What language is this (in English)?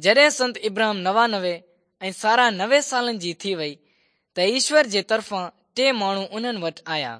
Sindhi